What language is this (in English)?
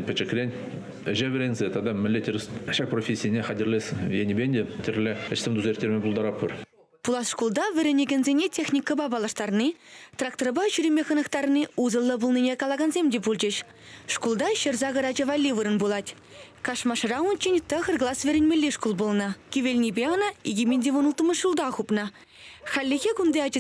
Chuvash